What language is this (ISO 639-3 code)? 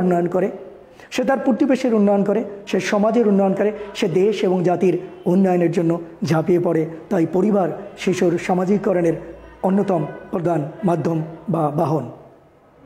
ben